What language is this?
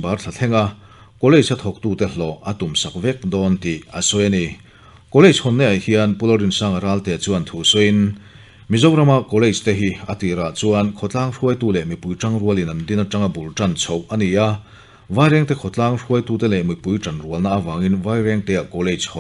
Mizo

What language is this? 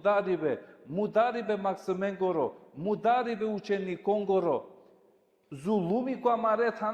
Balkan Romani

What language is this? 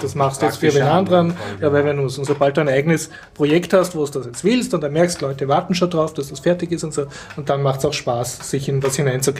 German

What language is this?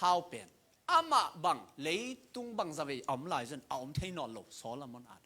Tedim Chin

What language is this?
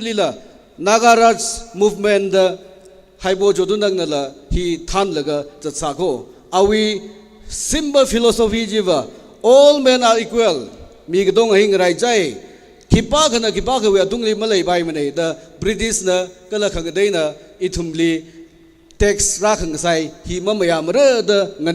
Tangkhul Naga (India)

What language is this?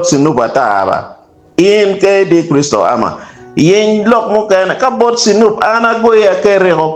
Acoli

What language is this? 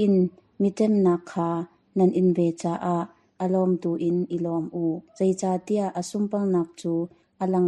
Hakha Chin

